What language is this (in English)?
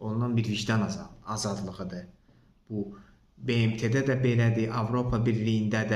Azerbaijani